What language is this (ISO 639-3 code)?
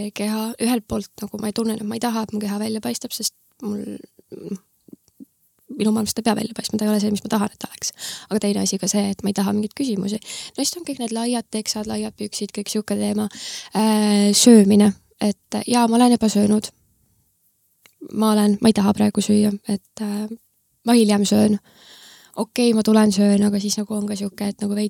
est